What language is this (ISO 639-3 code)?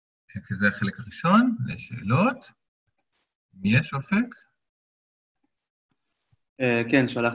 heb